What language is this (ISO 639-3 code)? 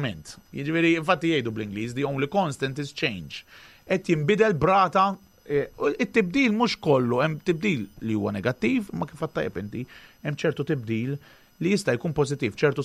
mlt